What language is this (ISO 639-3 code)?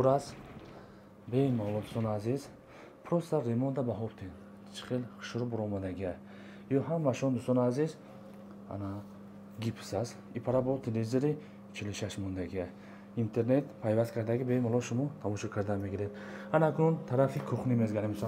tgk